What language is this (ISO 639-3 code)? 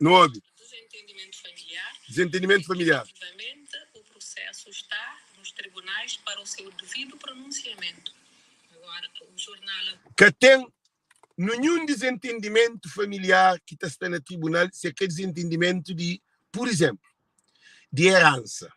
kea